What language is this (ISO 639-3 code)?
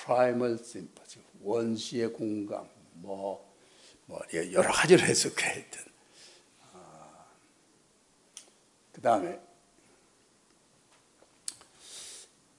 kor